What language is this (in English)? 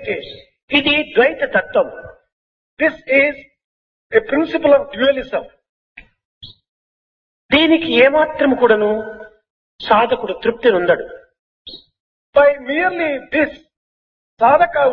Telugu